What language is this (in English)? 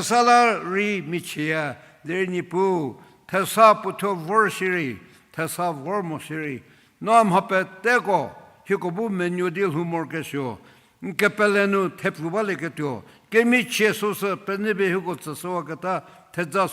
Angami Naga